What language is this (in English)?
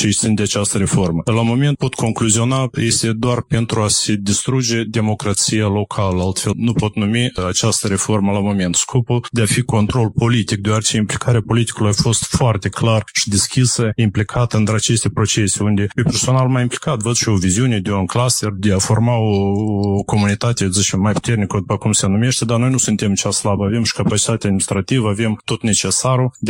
Romanian